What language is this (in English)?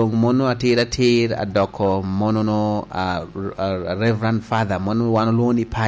Lango (Uganda)